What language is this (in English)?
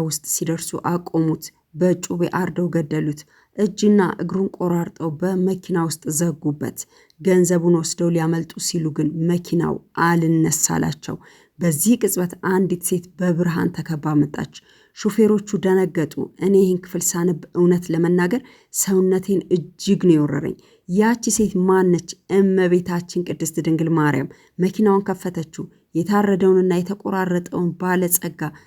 Amharic